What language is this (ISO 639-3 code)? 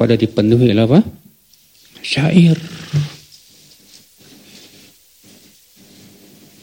ind